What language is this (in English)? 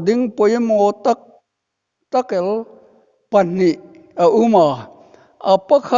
Hmar